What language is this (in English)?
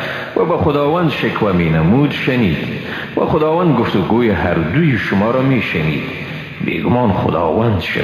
Persian